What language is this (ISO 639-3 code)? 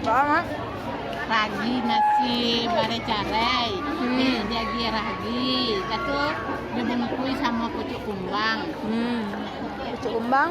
min